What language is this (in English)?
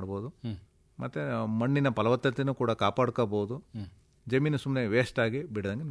Kannada